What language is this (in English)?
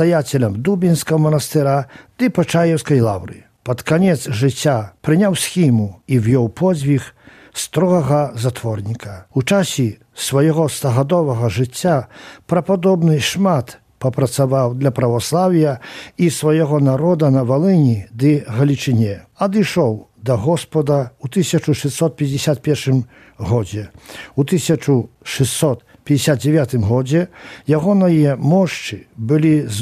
Belarusian